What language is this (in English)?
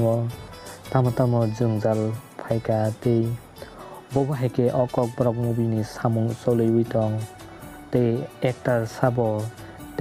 Kok Borok